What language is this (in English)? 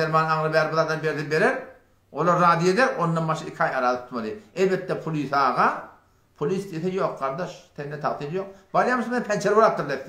Turkmen